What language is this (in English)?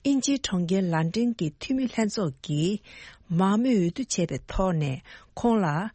Tibetan